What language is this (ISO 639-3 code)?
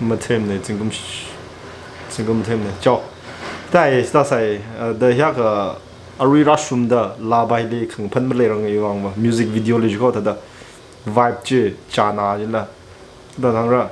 nmf